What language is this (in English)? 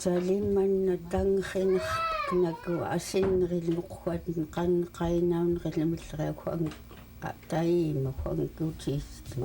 Central Yupik